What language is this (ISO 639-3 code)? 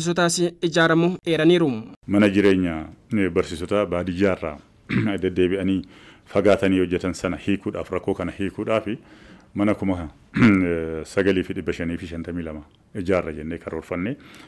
orm